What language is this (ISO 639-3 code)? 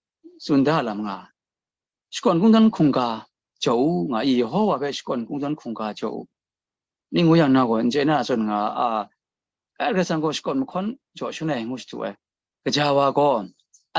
kac